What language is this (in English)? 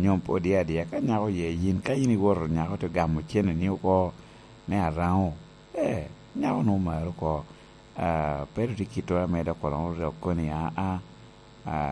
Lango (Uganda)